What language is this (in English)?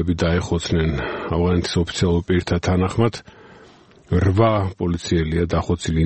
Georgian